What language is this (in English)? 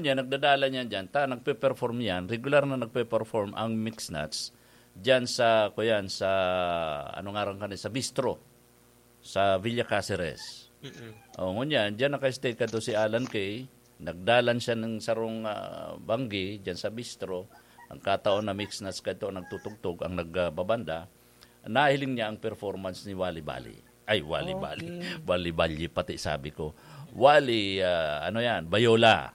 Bikol